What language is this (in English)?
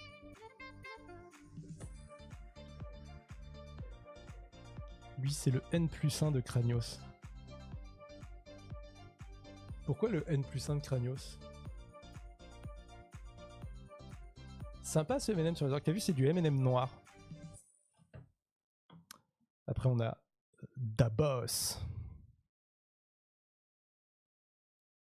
French